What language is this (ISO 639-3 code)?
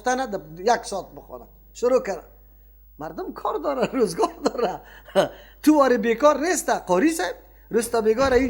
fas